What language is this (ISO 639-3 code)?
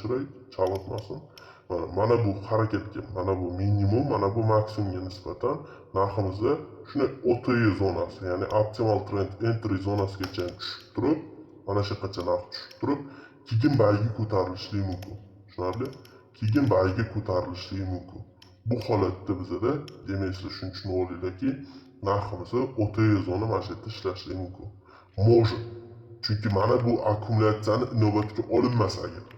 uzb